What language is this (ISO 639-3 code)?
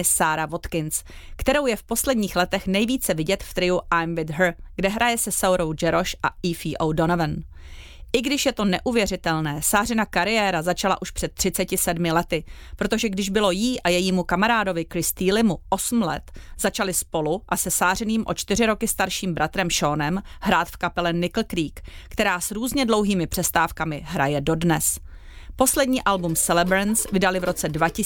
ces